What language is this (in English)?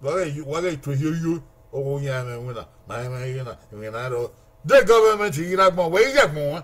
Bini